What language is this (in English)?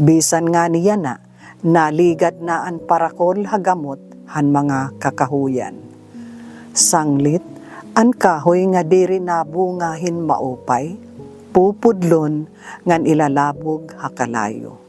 Waray